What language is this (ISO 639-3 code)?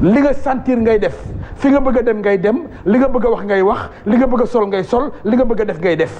wol